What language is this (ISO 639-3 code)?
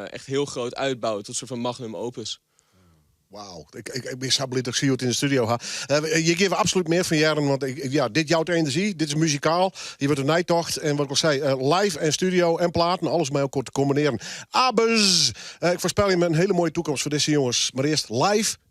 fry